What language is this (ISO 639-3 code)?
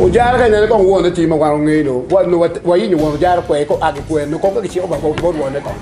ach